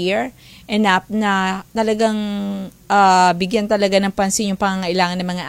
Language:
Filipino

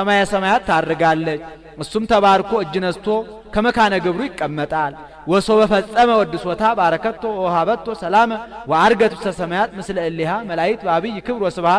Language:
Amharic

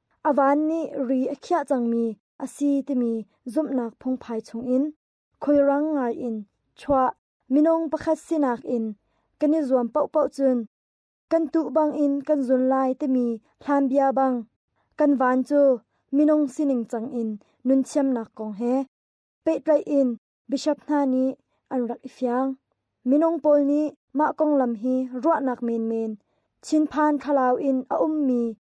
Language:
Hakha Chin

